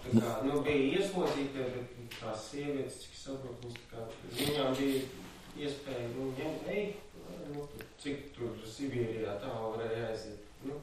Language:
Latvian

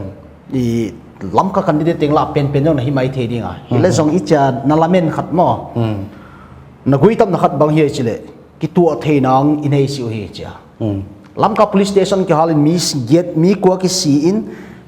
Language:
Paite Chin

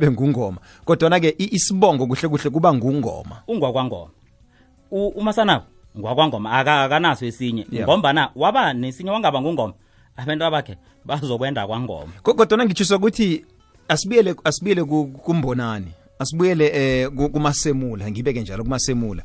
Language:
South Ndebele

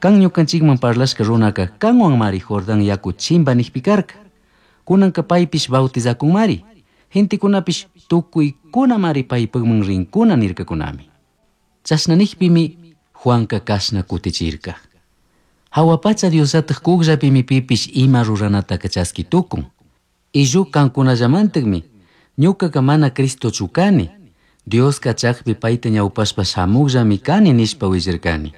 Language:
Chimborazo Highland Quichua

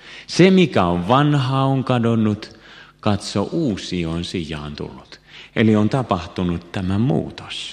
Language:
Finnish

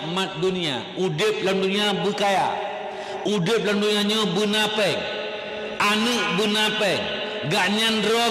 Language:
Achinese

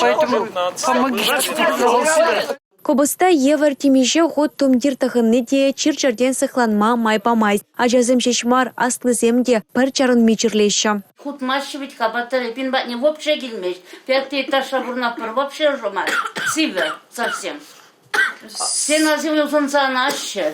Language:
Chuvash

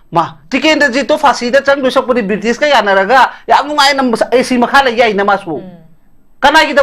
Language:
Manipuri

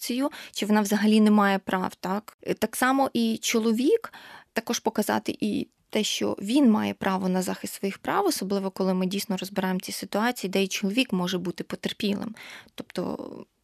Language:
Ukrainian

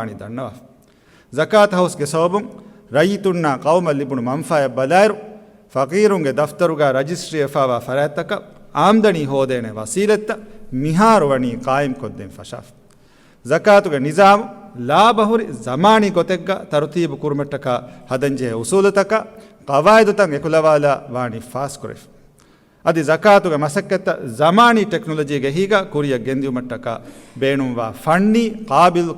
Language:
Divehi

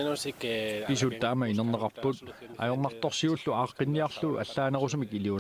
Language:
Kalaallisut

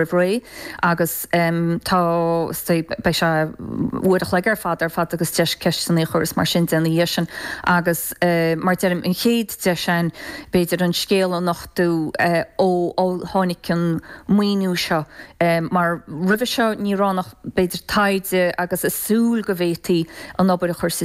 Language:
Irish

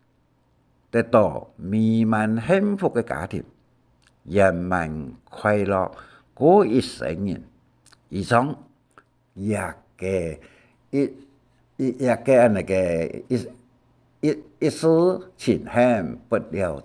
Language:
Hakka Chinese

